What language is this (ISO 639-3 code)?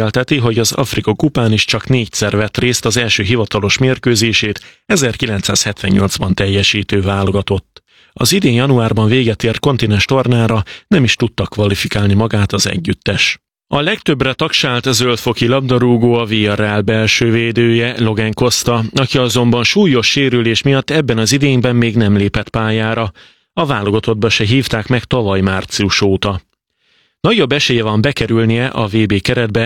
hun